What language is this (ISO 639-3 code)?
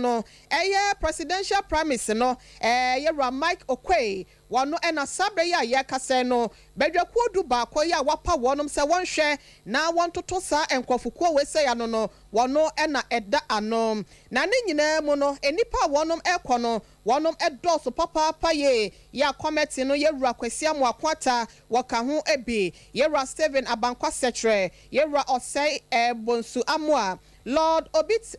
aka